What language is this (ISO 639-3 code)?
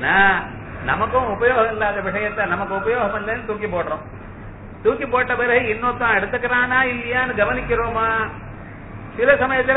tam